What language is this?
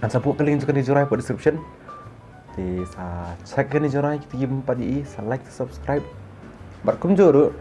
Khasi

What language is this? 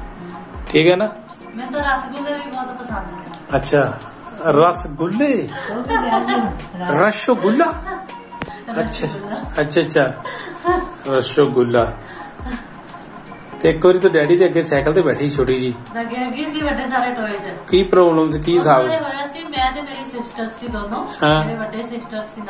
Punjabi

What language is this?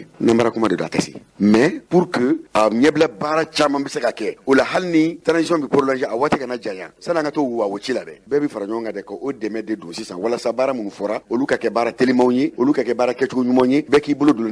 Bambara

